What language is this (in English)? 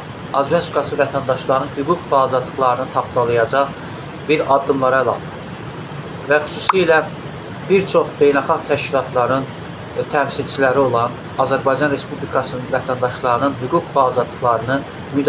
Azerbaijani